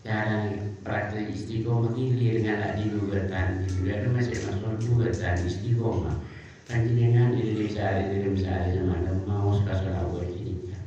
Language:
Madurese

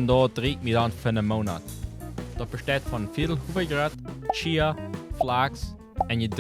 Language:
Plautdietsch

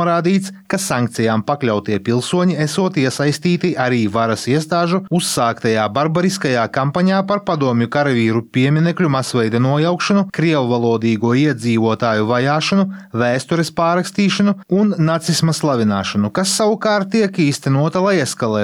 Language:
Latvian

